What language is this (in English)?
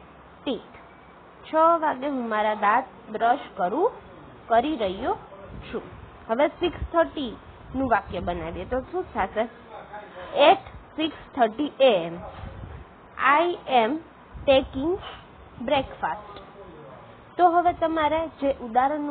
Gujarati